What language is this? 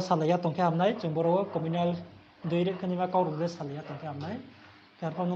Riang (India)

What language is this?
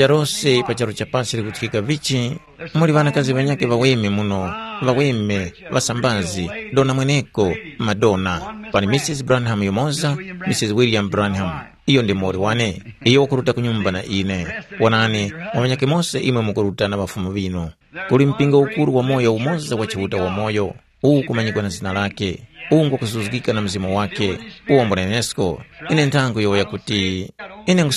Tumbuka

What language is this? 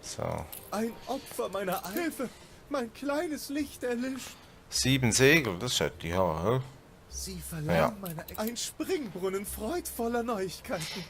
Swiss German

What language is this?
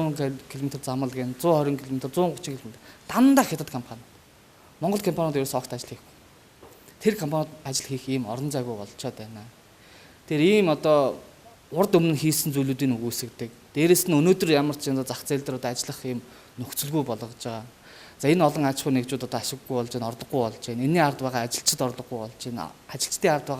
Mongolian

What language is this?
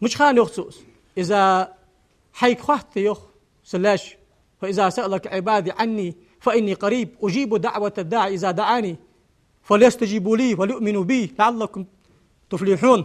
Ingush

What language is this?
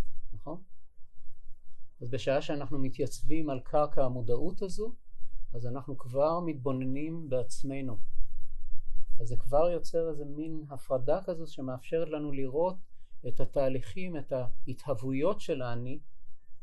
Hebrew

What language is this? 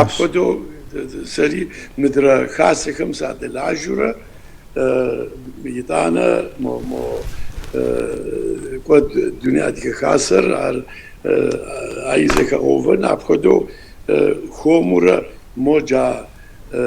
Kabardian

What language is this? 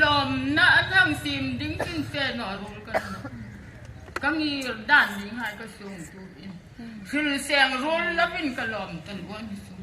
Hmar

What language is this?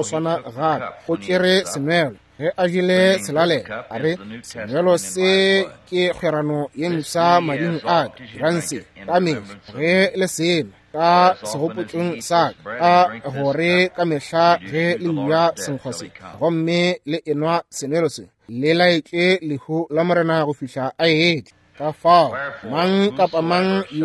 Northern Sotho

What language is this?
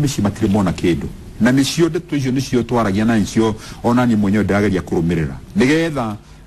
Kikuyu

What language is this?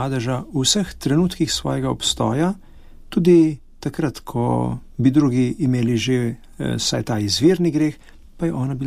Slovenian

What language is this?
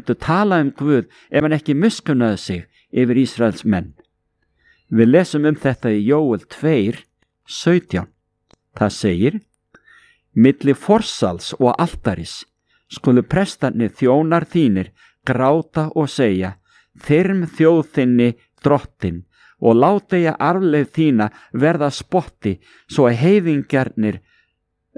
Icelandic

